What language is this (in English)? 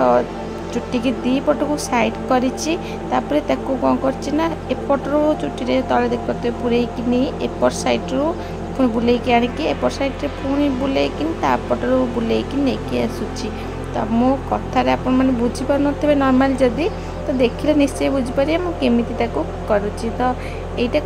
Odia